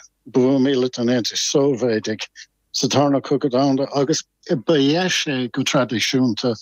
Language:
Irish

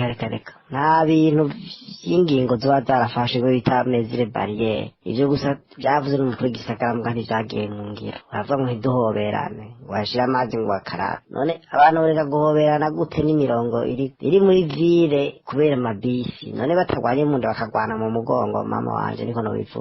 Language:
Rundi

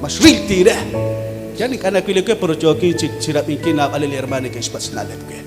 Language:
Kekchí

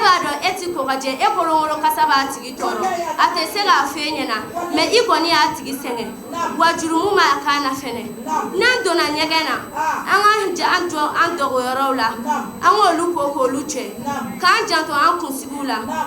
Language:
Bambara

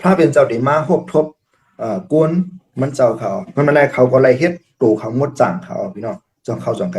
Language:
Shan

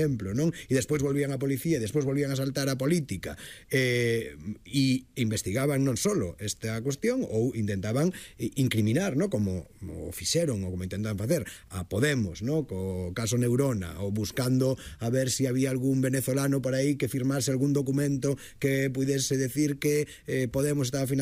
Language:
Galician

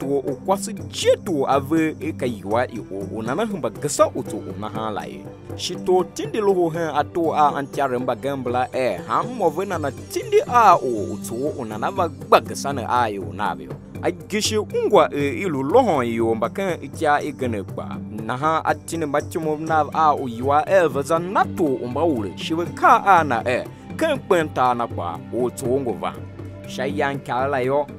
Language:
Tiv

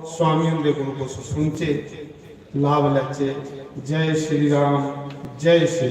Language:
Dogri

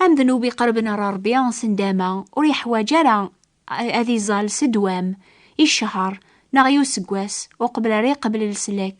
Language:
Kabyle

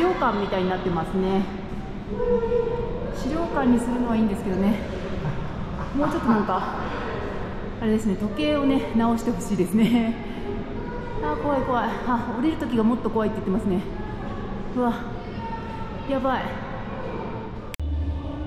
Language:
Japanese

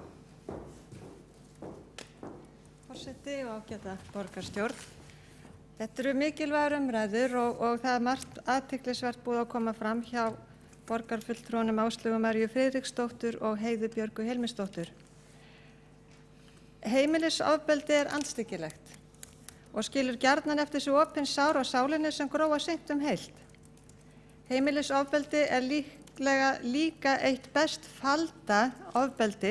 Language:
Icelandic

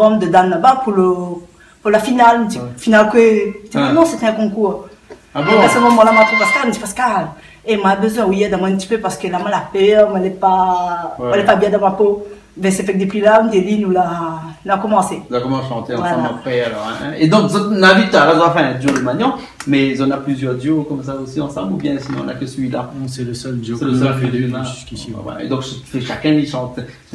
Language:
Réunion Creole French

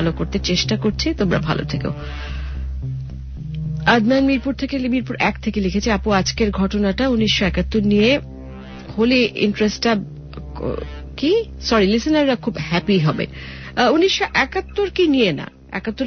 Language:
Bangla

